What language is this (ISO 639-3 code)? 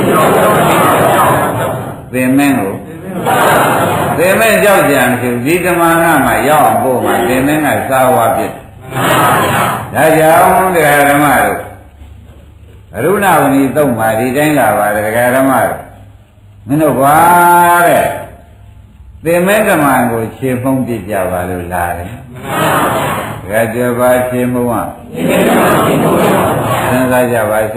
mya